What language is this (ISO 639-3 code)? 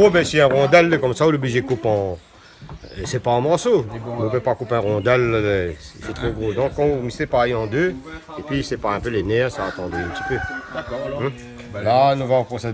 rcf